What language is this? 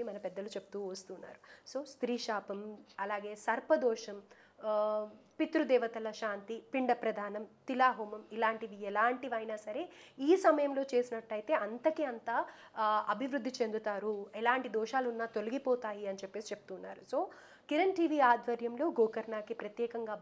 Telugu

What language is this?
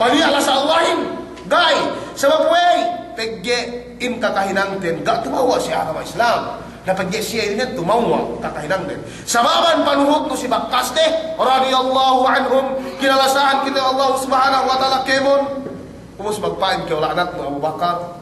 Yakan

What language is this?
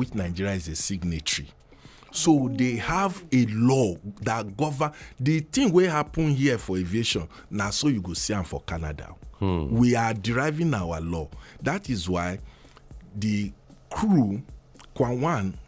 Nigerian Pidgin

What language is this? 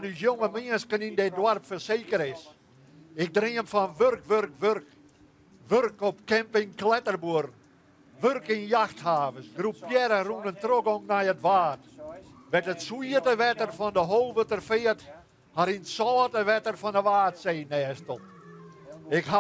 Western Frisian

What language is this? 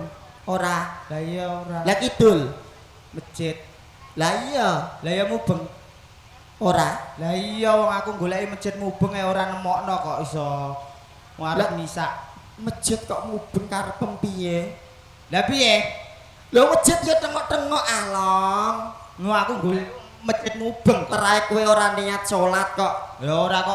Javanese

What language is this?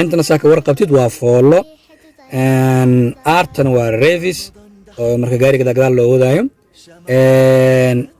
Somali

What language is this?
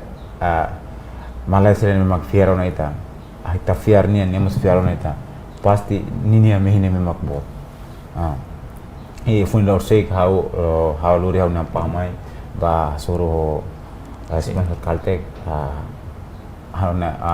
Tetum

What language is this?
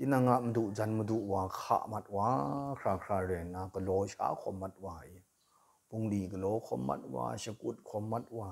Kachin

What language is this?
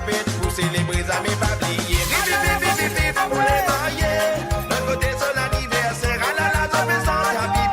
Morisyen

